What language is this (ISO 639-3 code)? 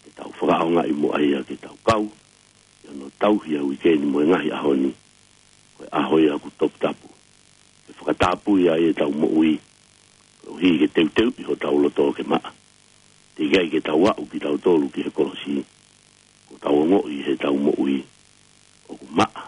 ton